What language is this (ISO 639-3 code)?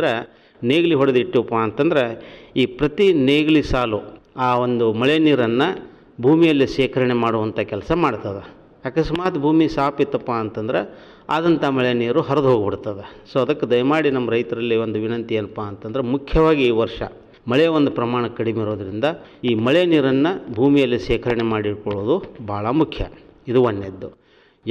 kan